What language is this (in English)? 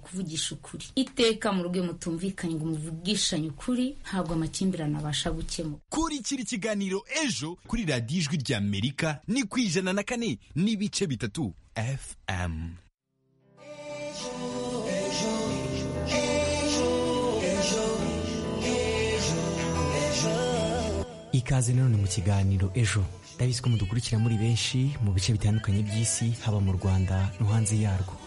Kinyarwanda